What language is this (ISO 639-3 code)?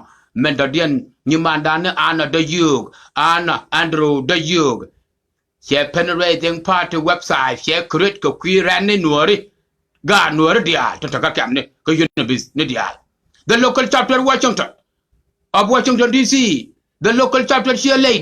nus